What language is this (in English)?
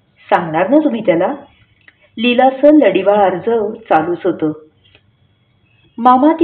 Marathi